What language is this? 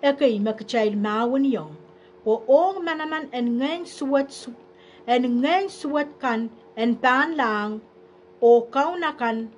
Pohnpeian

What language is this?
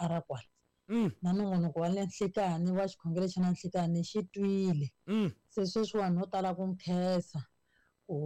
Tsonga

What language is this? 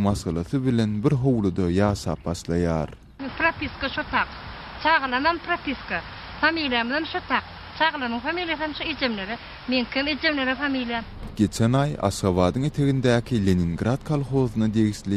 Turkmen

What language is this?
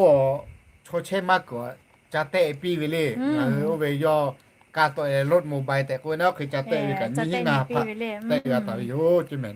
Lahu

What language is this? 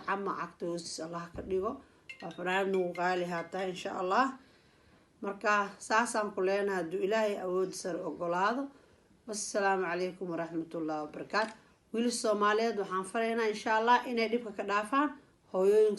Somali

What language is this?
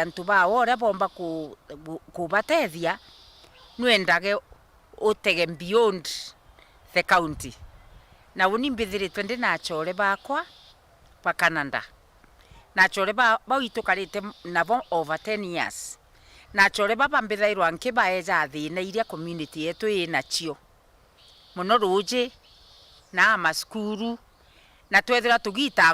Meru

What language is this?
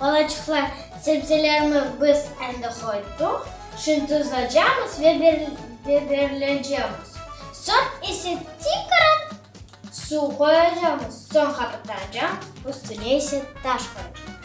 Crimean Tatar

